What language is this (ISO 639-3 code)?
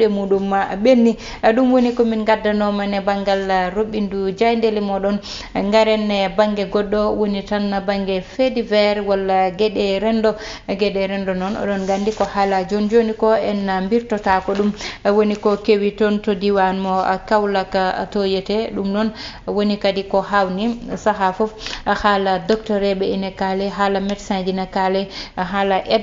ful